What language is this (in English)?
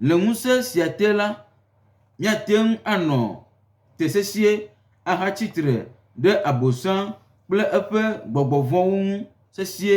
Gen